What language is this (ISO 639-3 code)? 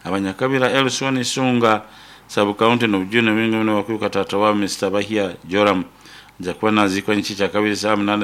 nyo